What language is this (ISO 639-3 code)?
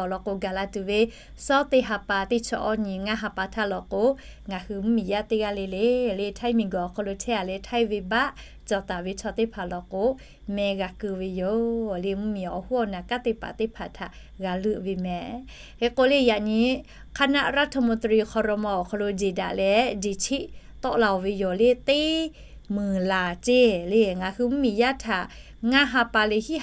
lhu